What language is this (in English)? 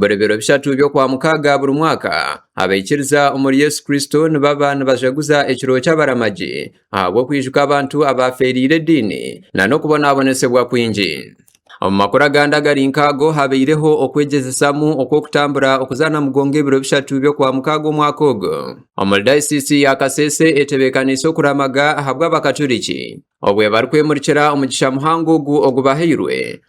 Nyankole